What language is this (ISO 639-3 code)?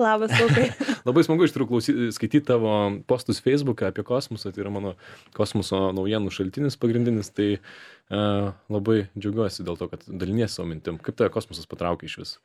lit